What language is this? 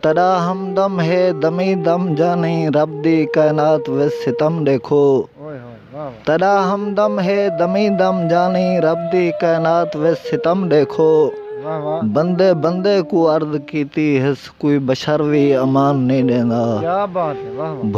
Saraiki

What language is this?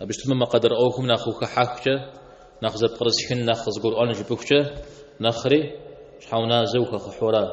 Kabardian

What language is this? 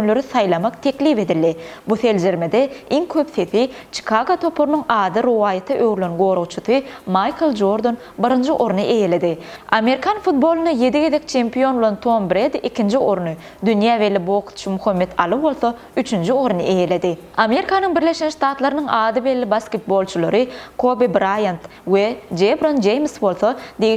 Turkmen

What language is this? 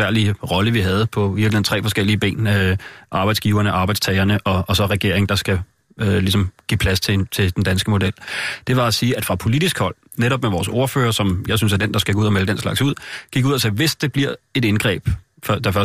Danish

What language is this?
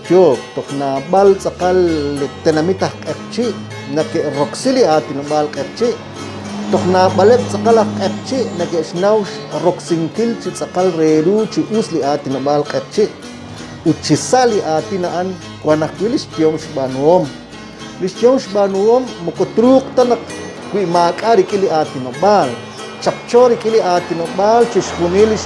Kekchí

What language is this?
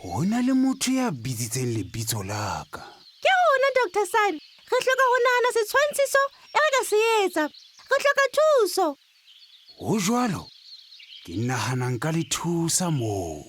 Southern Sotho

